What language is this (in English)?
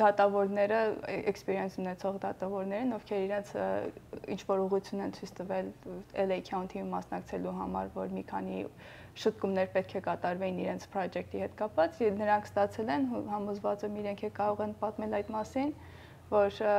Western Armenian